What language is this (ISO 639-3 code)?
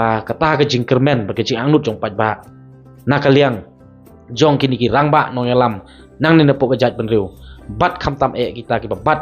kha